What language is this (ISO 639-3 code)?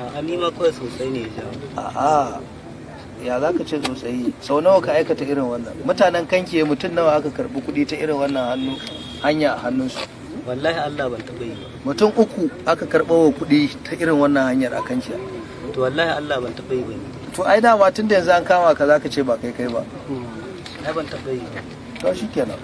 hau